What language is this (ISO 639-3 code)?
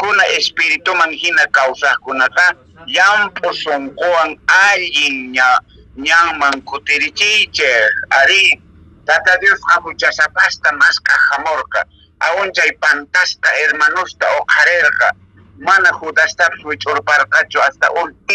que